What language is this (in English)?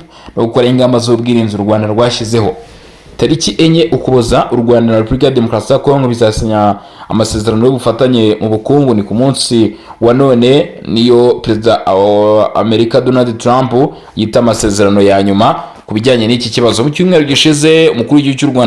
Kinyarwanda